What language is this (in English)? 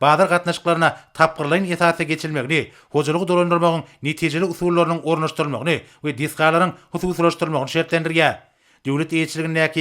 Turkmen